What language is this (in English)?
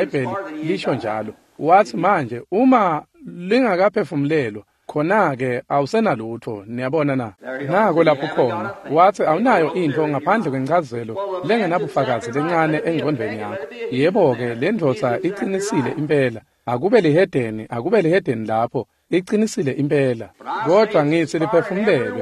Swati